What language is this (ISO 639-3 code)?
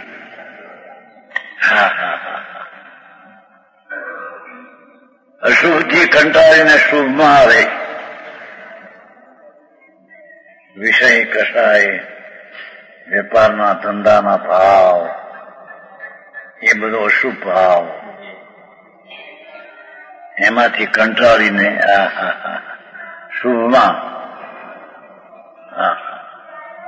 guj